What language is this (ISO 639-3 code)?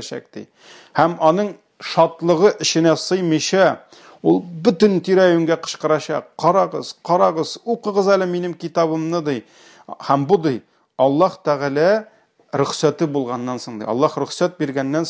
tat